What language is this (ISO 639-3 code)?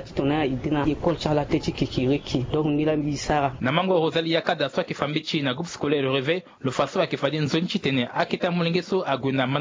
sag